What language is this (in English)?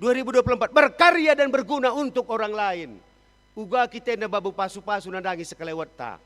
Batak Karo